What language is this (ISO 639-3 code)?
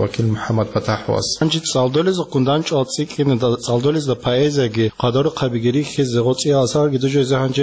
ava